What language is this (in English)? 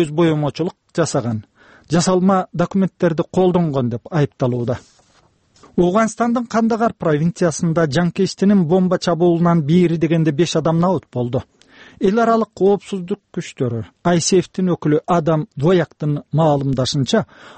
Kyrgyz